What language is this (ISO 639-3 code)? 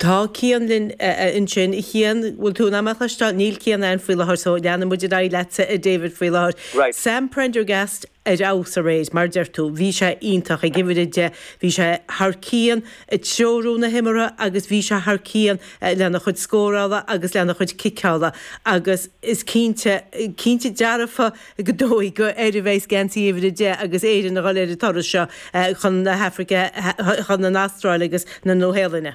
gle